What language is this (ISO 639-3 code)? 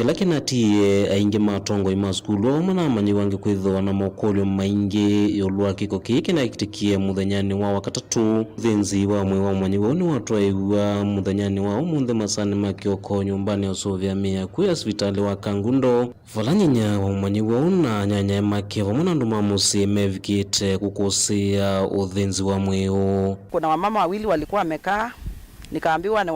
kam